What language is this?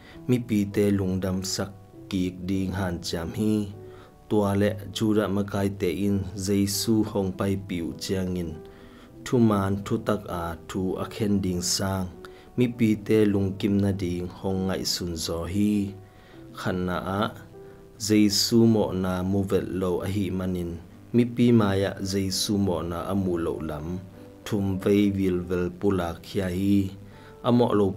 Tedim Chin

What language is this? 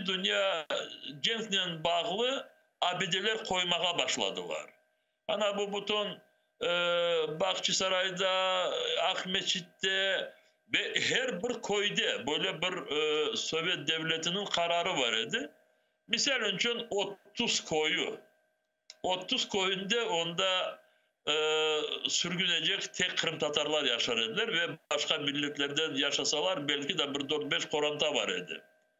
Crimean Tatar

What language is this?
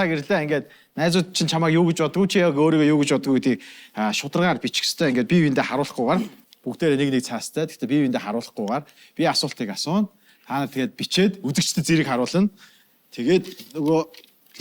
Mongolian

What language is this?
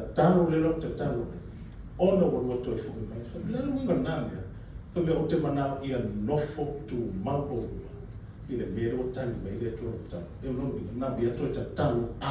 Samoan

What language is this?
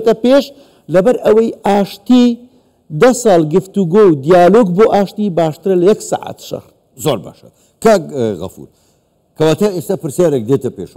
Central Kurdish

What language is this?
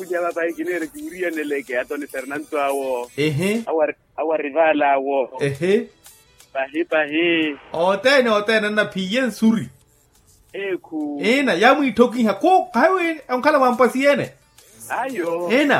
Makhuwa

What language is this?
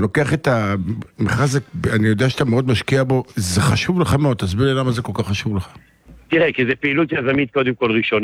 Hebrew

